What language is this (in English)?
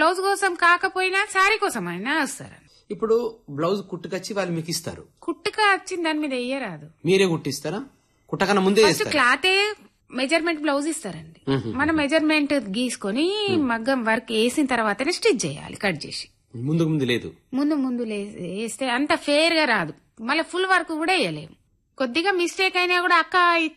Telugu